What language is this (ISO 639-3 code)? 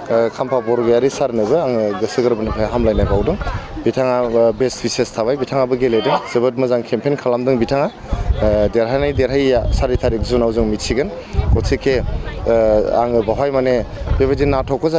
brx